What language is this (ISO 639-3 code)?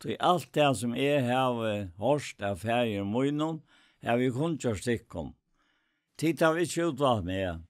fao